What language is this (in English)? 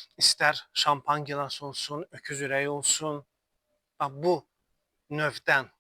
Azerbaijani